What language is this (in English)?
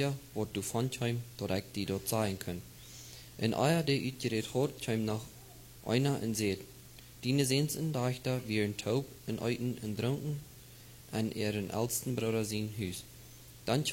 Plautdietsch